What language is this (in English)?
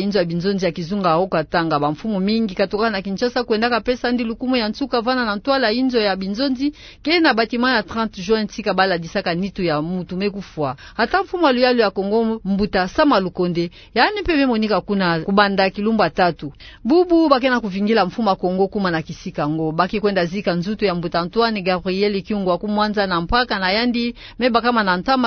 Kituba (Democratic Republic of Congo)